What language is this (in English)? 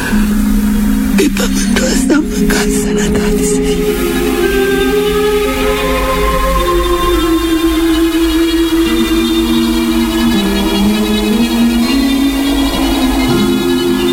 Romanian